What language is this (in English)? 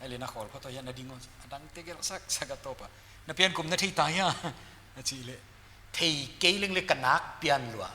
Paite Chin